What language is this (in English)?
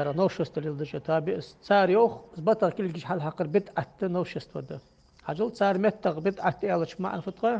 Ingush